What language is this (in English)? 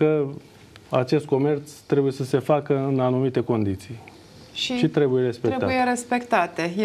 Romanian